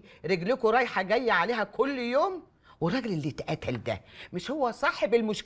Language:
Egyptian Arabic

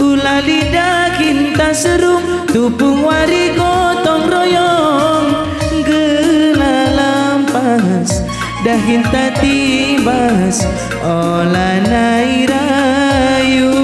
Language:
Batak Karo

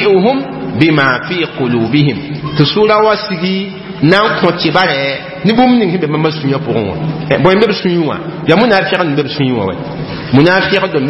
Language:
Mossi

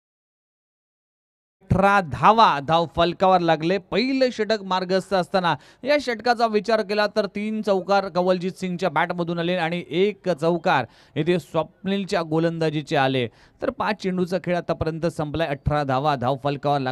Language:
Marathi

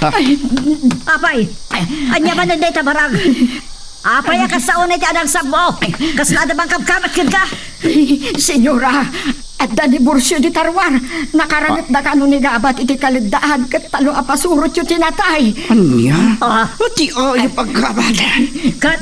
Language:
Iloko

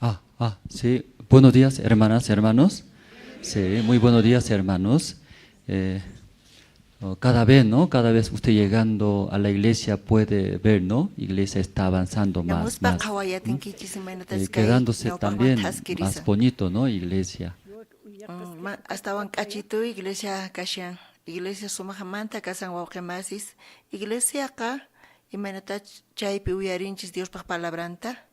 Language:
South Bolivian Quechua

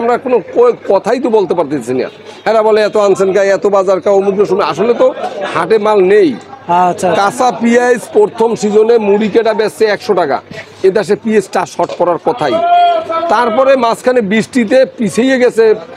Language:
Bangla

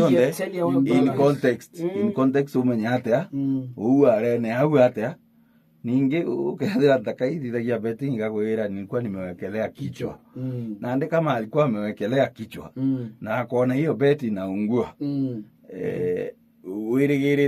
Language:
Meru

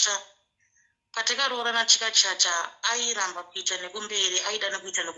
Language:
Shona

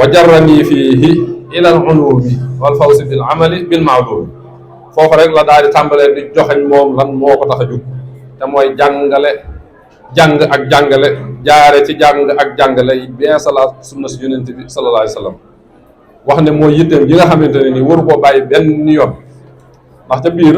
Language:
Wolof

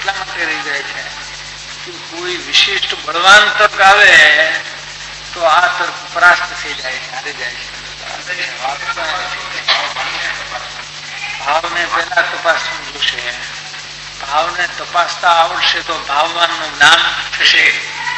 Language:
Gujarati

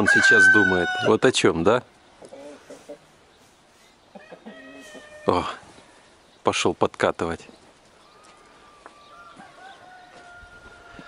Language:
Russian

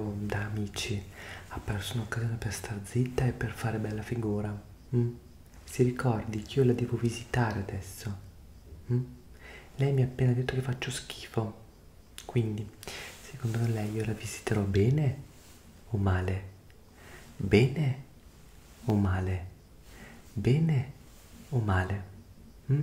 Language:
Italian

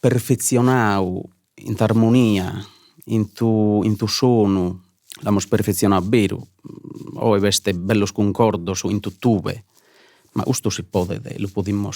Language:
Sardinian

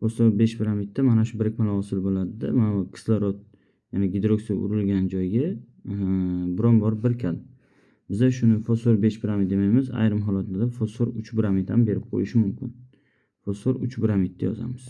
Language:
Uzbek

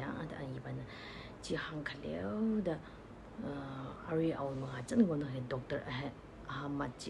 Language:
Tangkhul Naga (India)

